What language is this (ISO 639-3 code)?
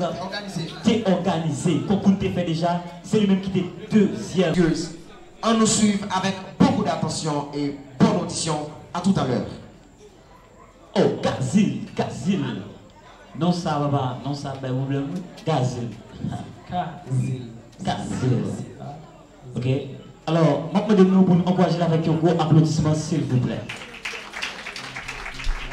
fra